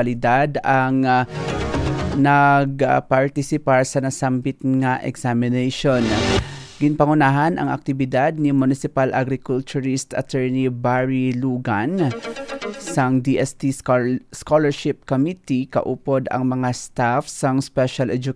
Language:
Hiligaynon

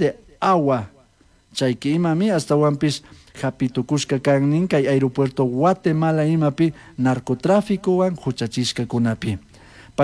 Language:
Chimborazo Highland Quichua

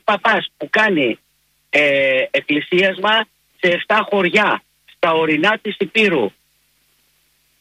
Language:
Greek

